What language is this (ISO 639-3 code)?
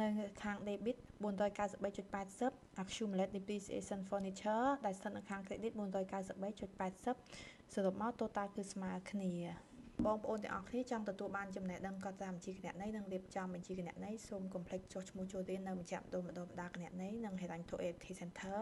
khm